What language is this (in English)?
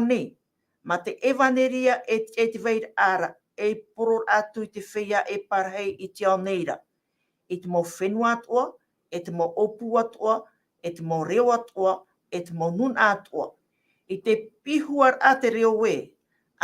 Tahitian